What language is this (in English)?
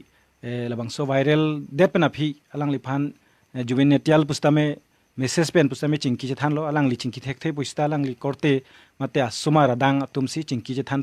Karbi